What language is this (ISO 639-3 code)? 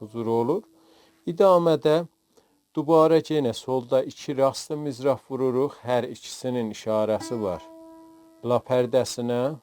azb